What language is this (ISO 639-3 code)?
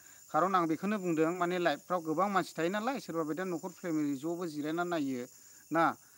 brx